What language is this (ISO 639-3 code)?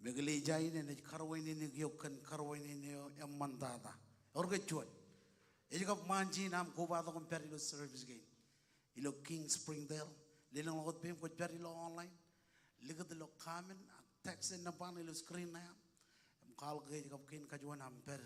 mah